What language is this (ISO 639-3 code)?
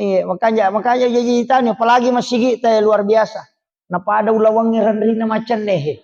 bug